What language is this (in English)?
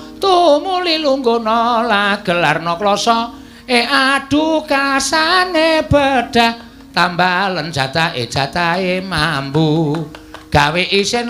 Javanese